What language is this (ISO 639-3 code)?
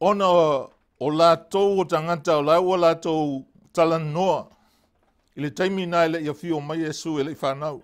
smo